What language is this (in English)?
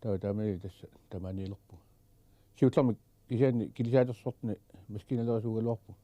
Kalaallisut